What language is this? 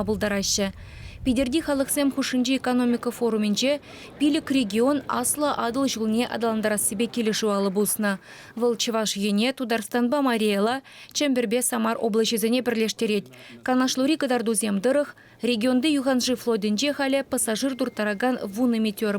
Chuvash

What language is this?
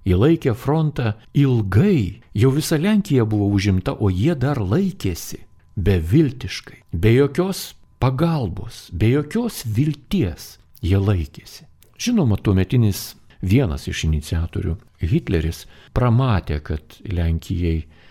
Lithuanian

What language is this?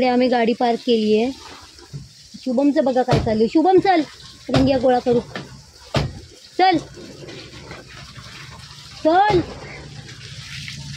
Marathi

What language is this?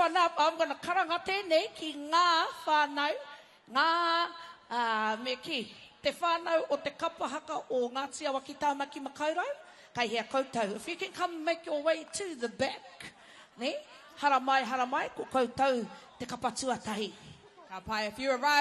Māori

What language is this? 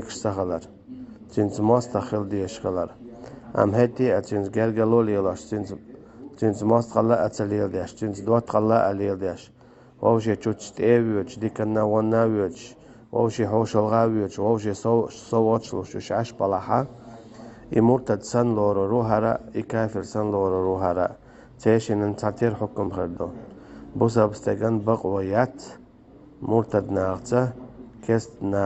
Chechen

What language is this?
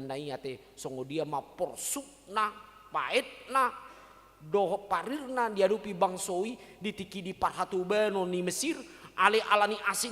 Batak Toba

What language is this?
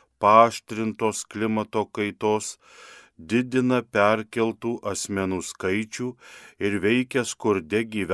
Lithuanian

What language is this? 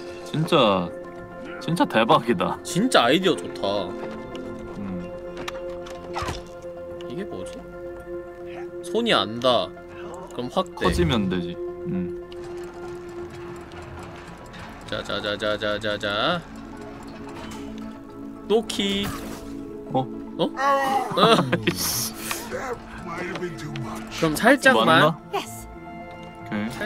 Korean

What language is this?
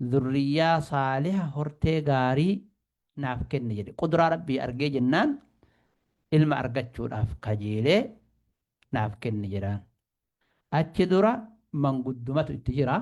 Oromo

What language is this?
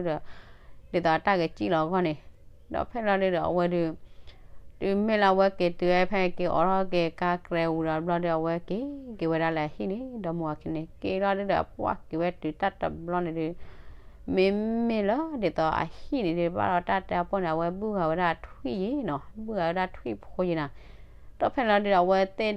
S'gaw Karen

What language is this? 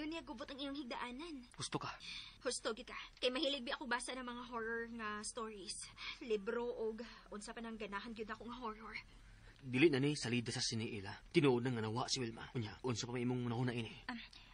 Cebuano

